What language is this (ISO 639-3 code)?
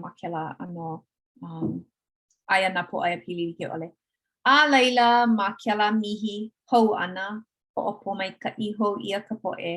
haw